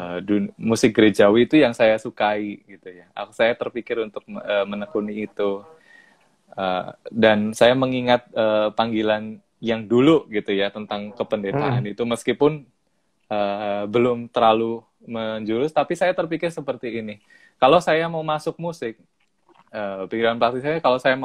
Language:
Indonesian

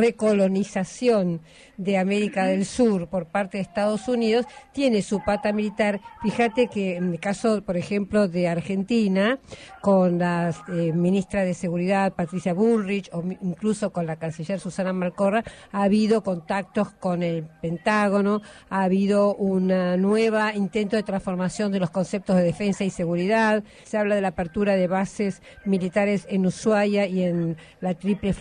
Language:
Spanish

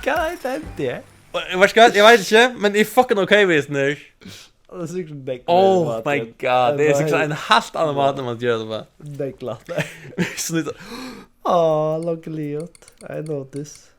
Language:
Faroese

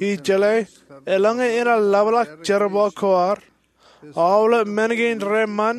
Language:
Marshallese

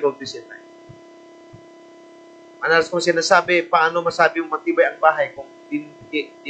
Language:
Filipino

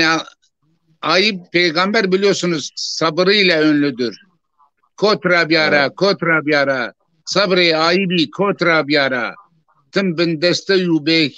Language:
Zaza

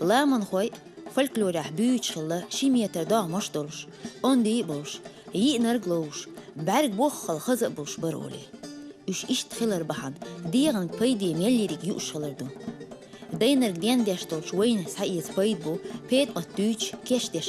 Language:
Chechen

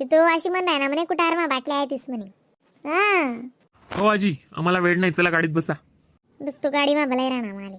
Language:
Khandesi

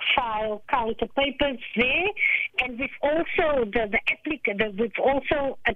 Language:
English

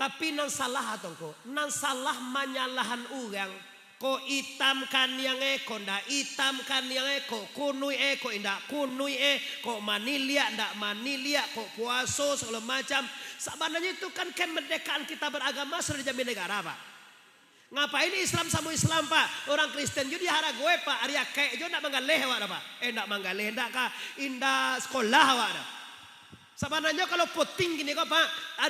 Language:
Minangkabau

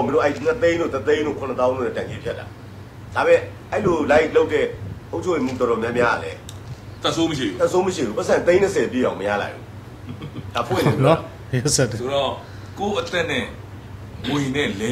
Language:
Burmese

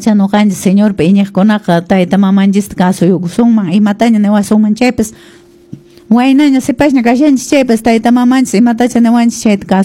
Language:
Quechua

